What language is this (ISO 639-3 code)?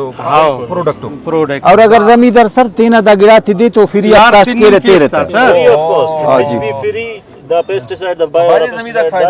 brh